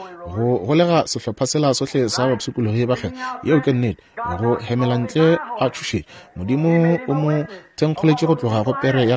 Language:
Northern Sotho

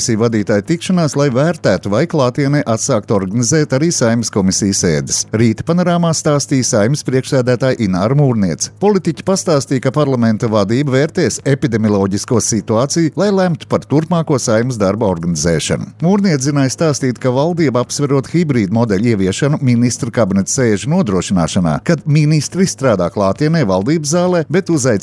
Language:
Latvian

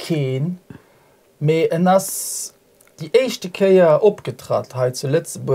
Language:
Luxembourgish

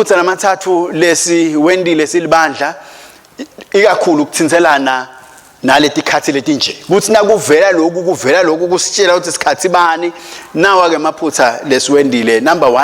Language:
Swati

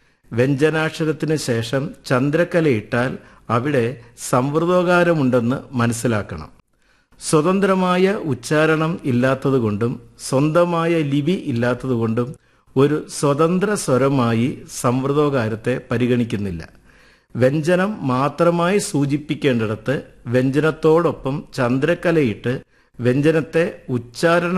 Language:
Malayalam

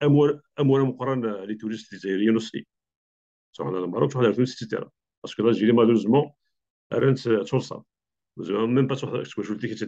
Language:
Kabyle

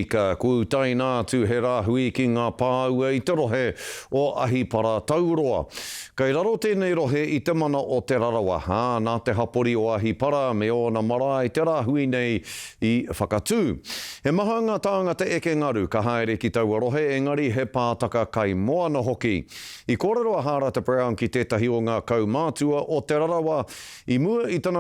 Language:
Māori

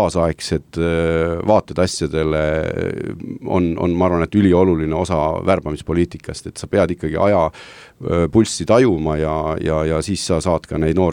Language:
Estonian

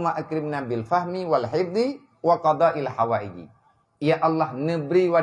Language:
Achinese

